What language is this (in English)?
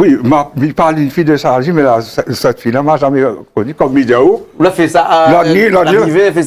Réunion Creole French